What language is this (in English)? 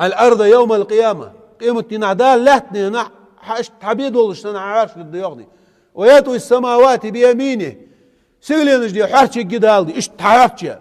Ingush